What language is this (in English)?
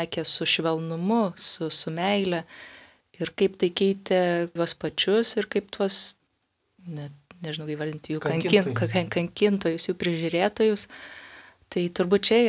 Lithuanian